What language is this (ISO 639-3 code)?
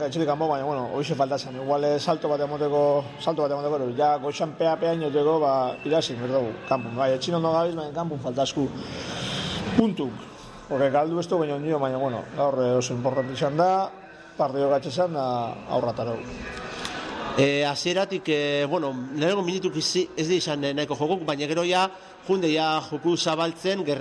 eus